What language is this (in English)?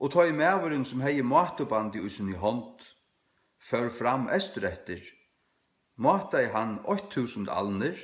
Faroese